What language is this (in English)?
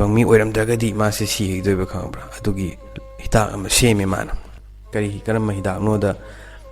Manipuri